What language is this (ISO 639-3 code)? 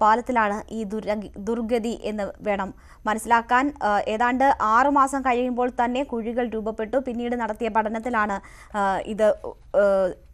mal